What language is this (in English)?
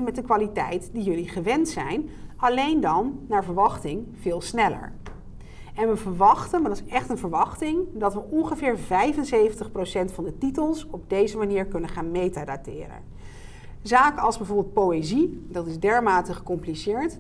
Dutch